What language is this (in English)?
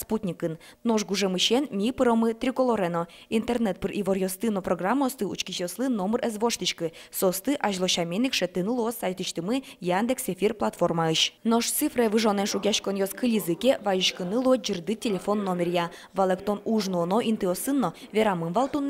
Udmurt